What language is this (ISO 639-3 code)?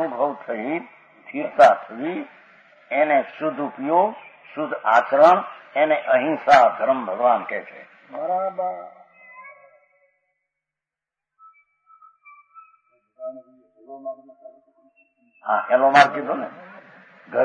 guj